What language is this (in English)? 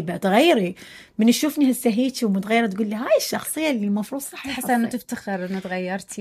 Mesopotamian Arabic